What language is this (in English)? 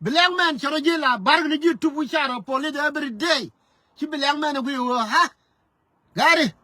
Nuer